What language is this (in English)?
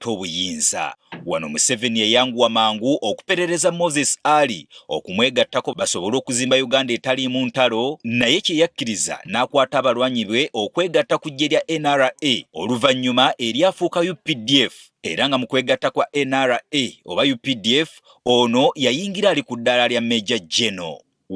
Ganda